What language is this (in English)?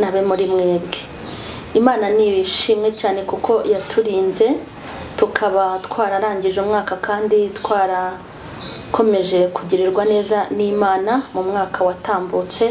Kinyarwanda